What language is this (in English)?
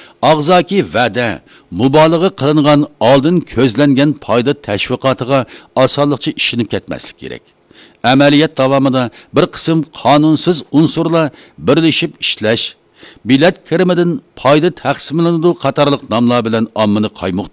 Uyghur